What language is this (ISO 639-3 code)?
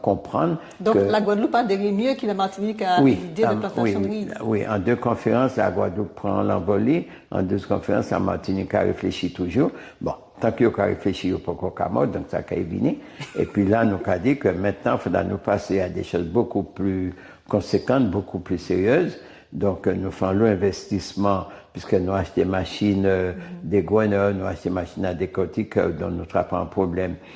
gcf